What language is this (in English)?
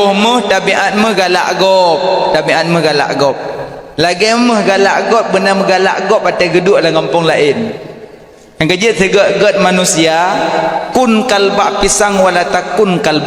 Achinese